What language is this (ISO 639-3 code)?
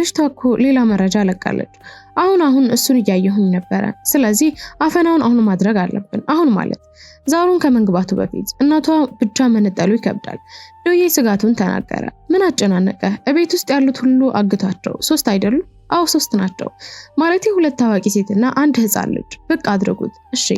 amh